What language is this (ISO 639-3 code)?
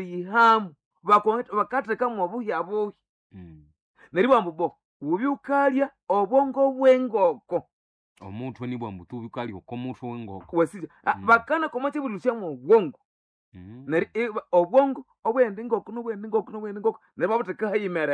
nnb